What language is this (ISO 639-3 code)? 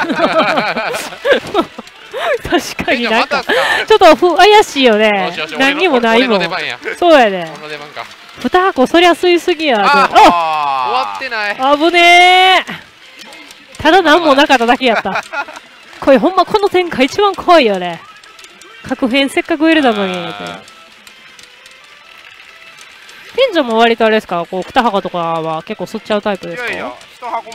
jpn